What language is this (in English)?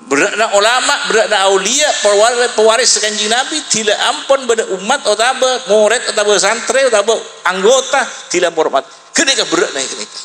Madurese